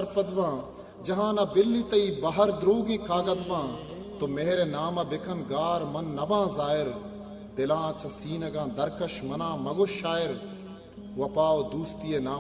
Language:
Eastern Balochi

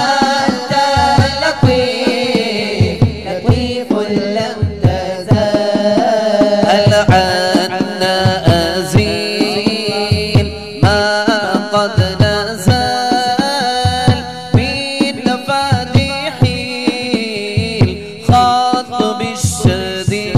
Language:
Malayalam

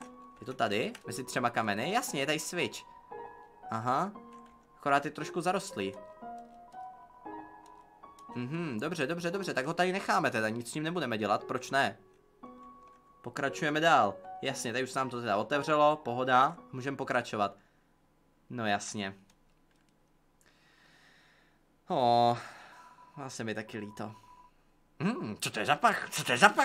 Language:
Czech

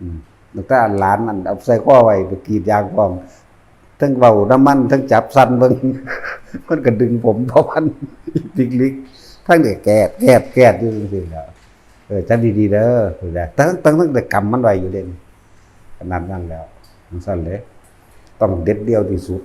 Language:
Northeastern Thai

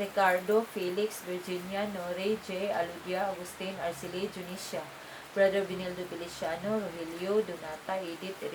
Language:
Cebuano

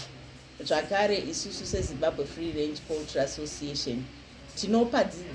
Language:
Shona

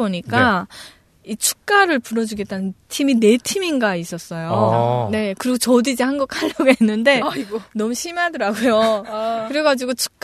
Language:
Korean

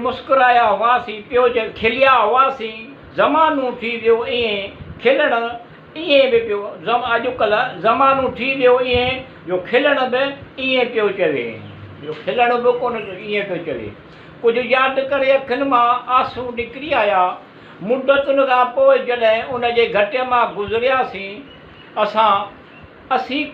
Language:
Sindhi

